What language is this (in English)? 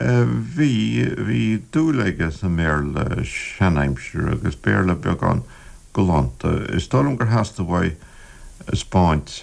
Irish